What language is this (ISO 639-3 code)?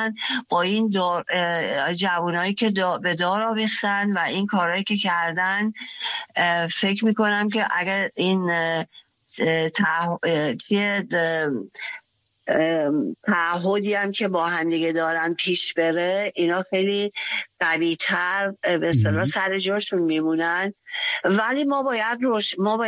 fas